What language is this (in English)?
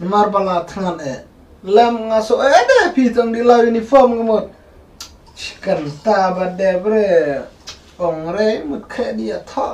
Khasi